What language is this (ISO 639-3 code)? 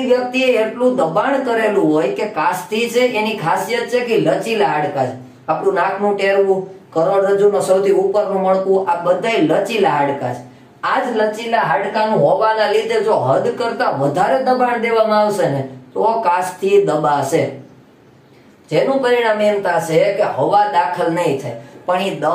guj